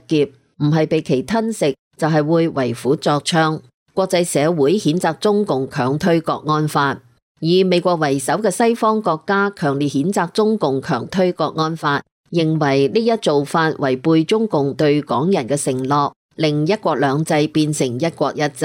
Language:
Cantonese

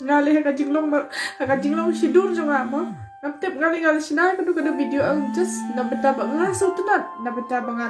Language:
Khasi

